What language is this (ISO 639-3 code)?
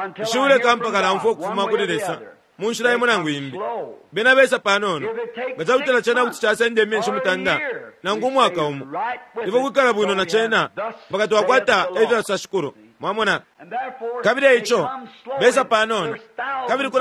bem